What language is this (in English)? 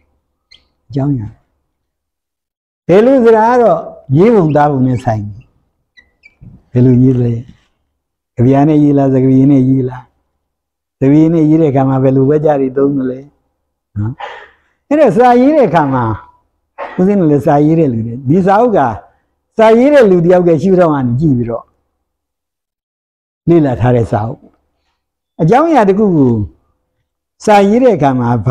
Burmese